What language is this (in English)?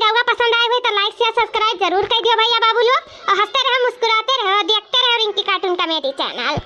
Awadhi